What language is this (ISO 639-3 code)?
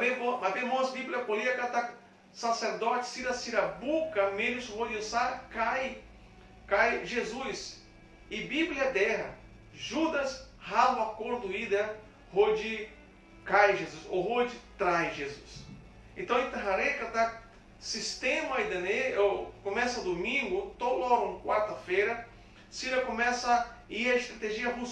tet